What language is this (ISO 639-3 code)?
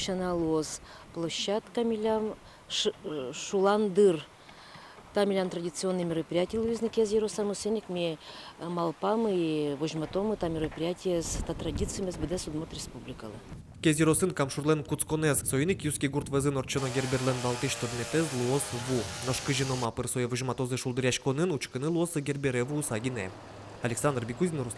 udm